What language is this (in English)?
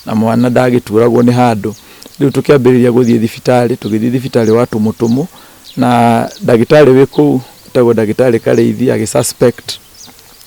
Kikuyu